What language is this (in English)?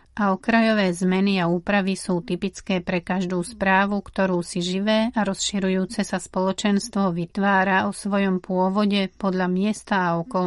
Slovak